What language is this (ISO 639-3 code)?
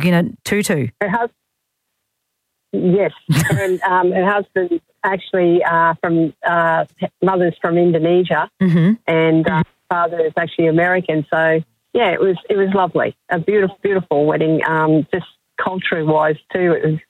eng